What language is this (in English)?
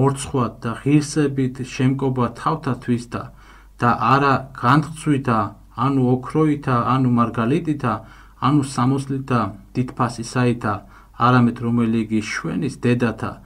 Georgian